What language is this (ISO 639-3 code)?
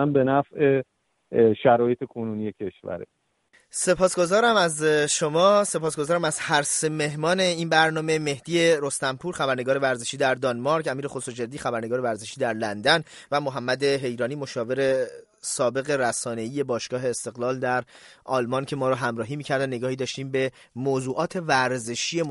fas